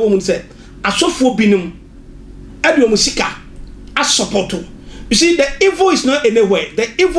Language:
Akan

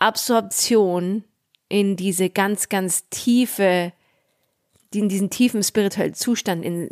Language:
German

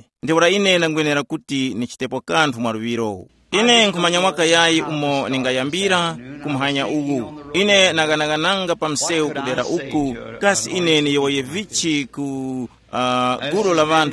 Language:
Tumbuka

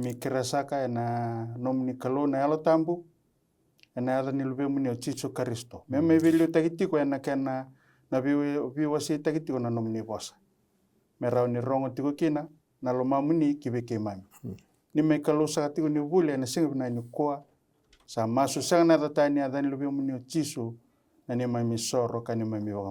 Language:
Fijian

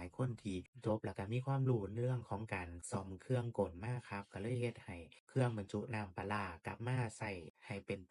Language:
Lao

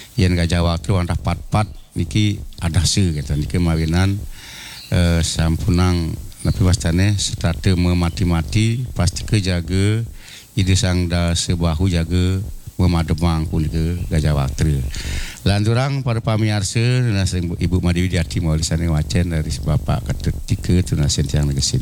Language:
Balinese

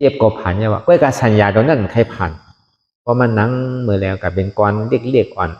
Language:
Shan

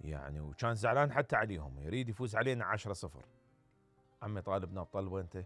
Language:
Mesopotamian Arabic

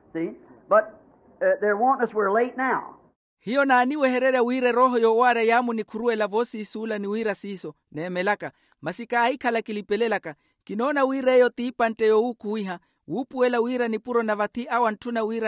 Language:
Makhuwa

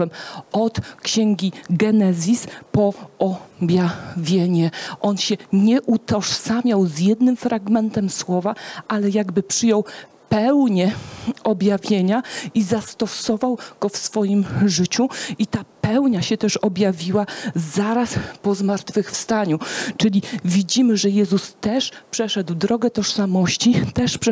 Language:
Polish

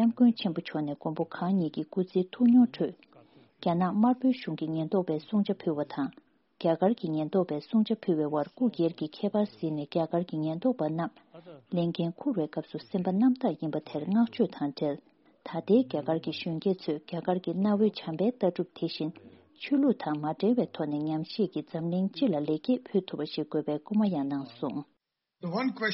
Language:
Tibetan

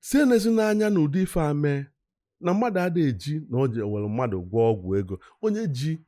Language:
Igbo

